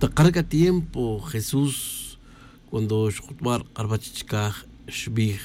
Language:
Tz'utujil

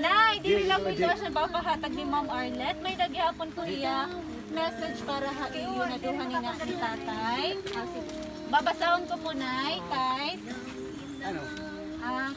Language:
Waray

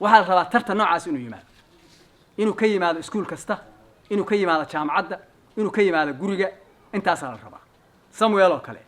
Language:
Somali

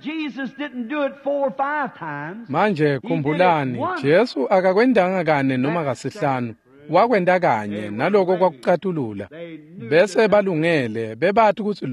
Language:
Swati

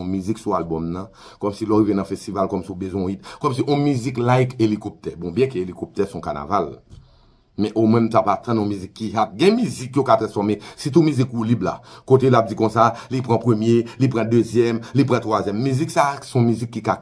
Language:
Haitian Creole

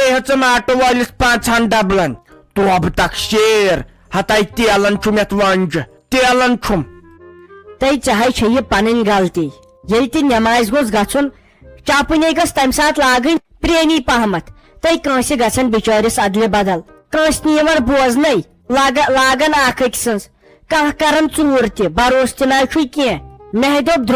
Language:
Kashmiri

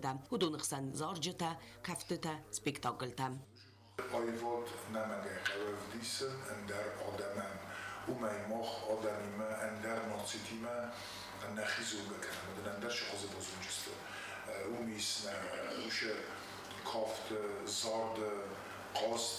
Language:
Ossetic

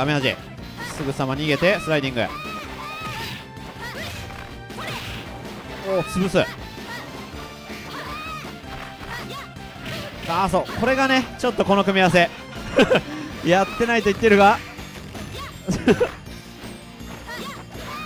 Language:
Japanese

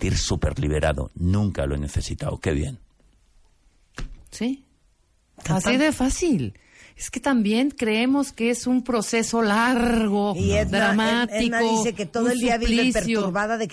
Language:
Spanish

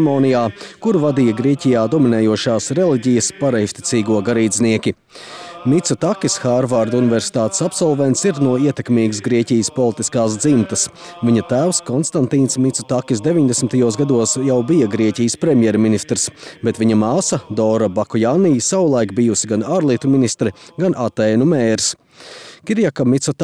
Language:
Latvian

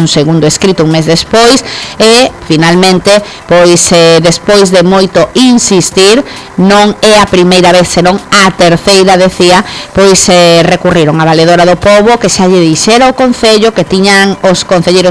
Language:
Galician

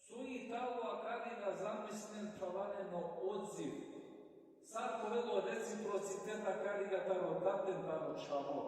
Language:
Balkan Romani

